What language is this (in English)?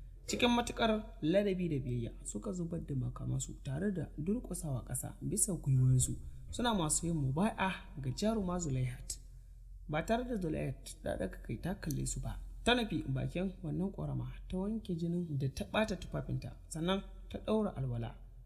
Hausa